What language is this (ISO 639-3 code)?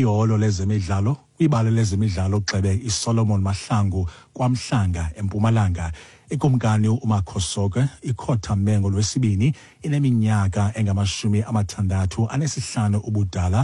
xho